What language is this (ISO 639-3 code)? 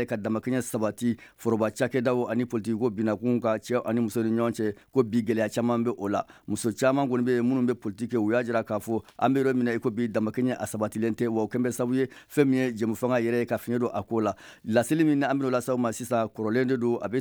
bam